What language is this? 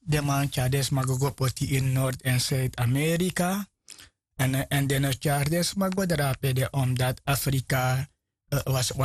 Sranan Tongo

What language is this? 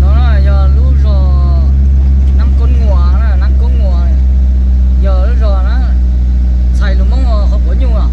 Hmong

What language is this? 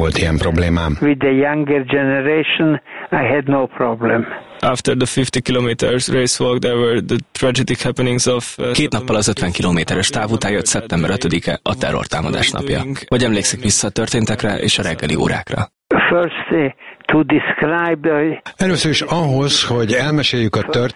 Hungarian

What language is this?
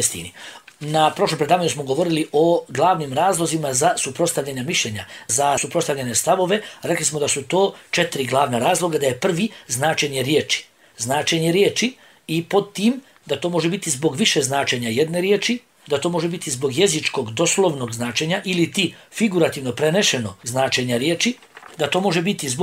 Bosnian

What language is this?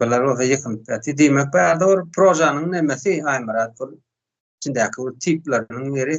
Turkmen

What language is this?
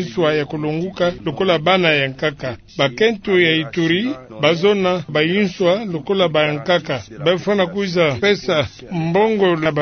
Kituba (Democratic Republic of Congo)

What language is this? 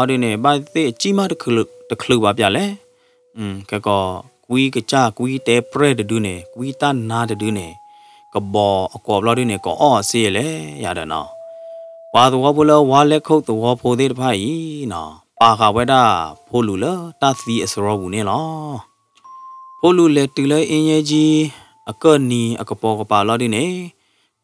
S'gaw Karen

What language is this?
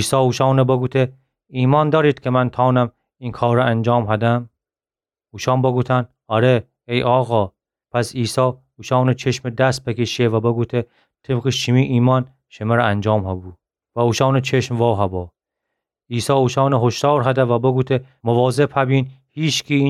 Gilaki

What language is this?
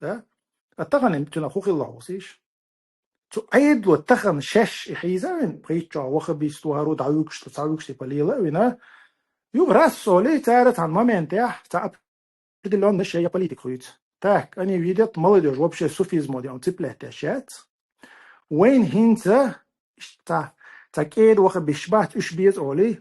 Chechen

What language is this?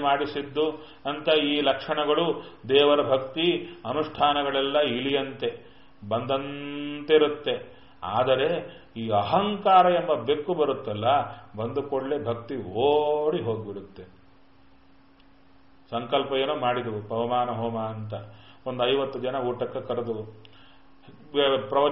Kannada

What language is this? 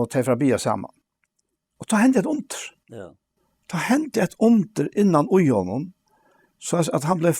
Faroese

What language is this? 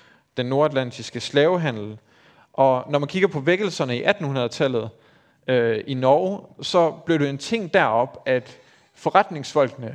Danish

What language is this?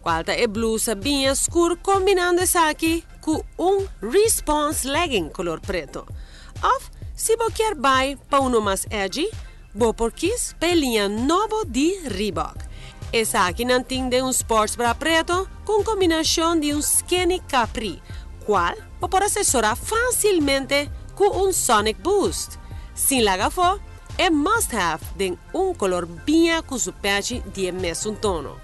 Papiamento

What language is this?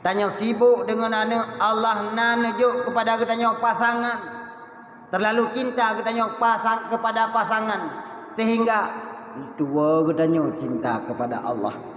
Achinese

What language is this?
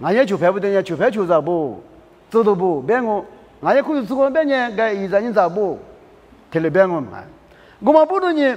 Lisu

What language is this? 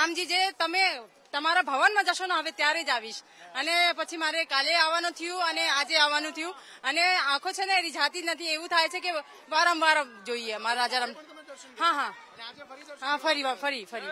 Gujarati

